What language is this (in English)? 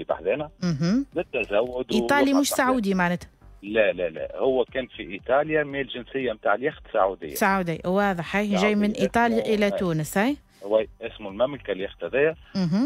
Tunisian Arabic